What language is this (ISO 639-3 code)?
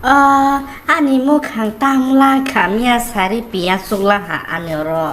trp